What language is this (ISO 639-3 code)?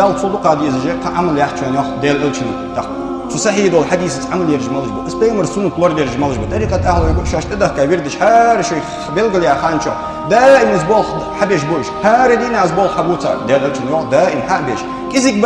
inh